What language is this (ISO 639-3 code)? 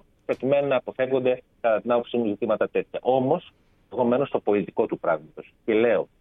ell